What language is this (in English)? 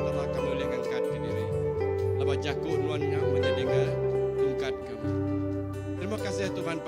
Iban